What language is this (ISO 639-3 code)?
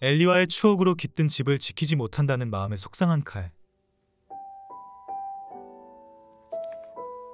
kor